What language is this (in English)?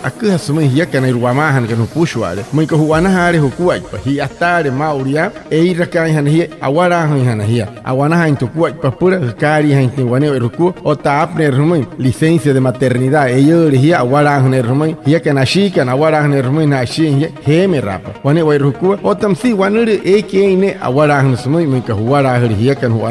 Wayuu